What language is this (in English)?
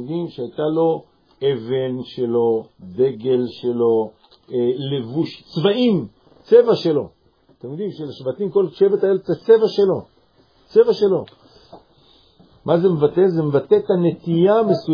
Hebrew